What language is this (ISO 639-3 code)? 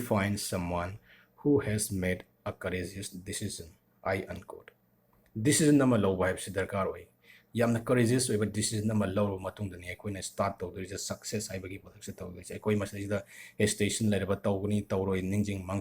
mni